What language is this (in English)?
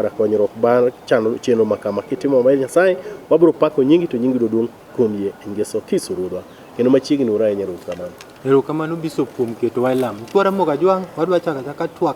Luo (Kenya and Tanzania)